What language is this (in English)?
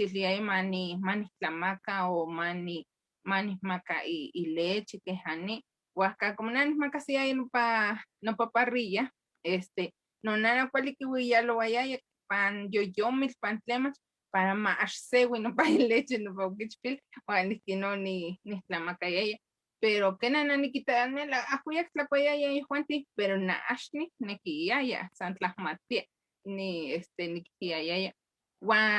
Eastern Huasteca Nahuatl